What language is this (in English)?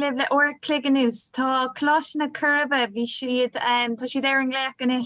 Irish